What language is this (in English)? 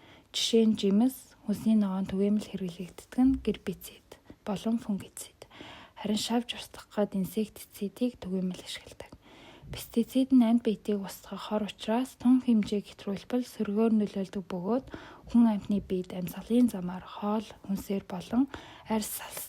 Mongolian